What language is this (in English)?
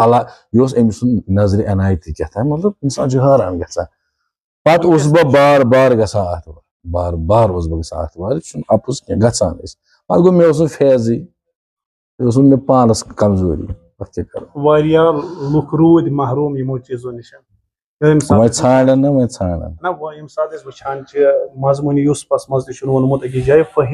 Kashmiri